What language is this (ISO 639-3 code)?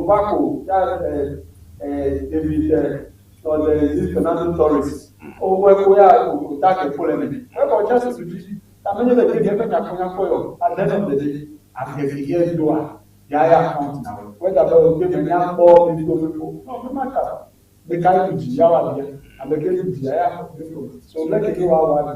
ewe